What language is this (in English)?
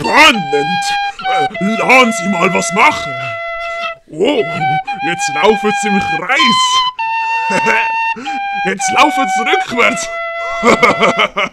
Swiss German